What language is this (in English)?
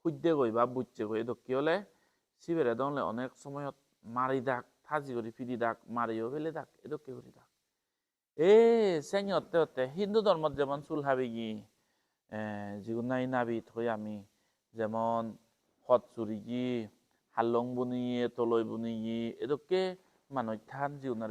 Chakma